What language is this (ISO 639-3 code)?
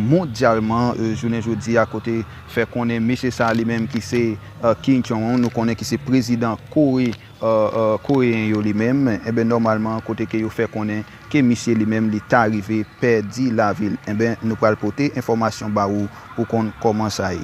hat